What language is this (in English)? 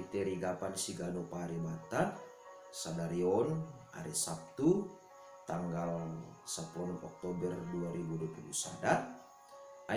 Batak Simalungun